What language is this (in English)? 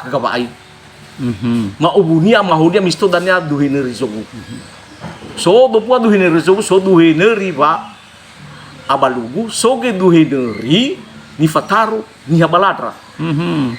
Nias